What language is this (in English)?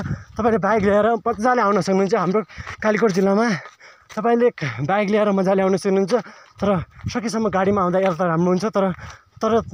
Nepali